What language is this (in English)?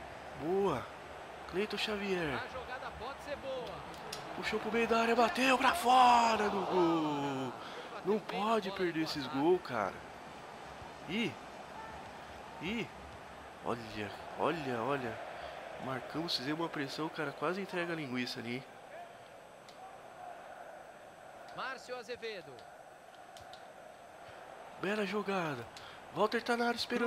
Portuguese